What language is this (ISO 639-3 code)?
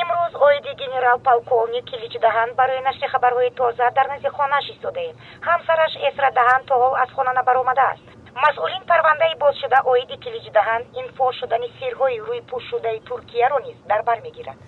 tgk